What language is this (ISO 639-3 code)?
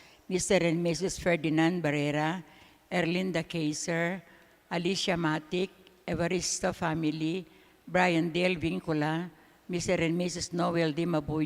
pam